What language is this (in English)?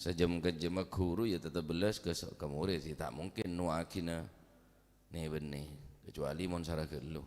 Madurese